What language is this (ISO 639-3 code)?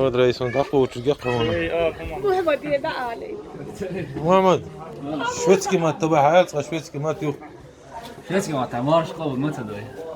che